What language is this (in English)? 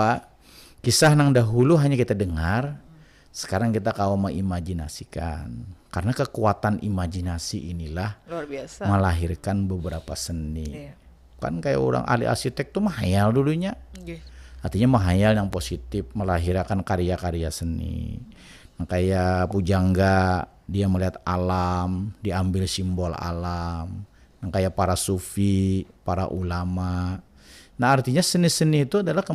Banjar